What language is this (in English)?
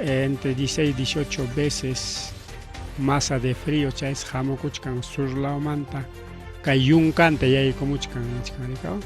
Ayacucho Quechua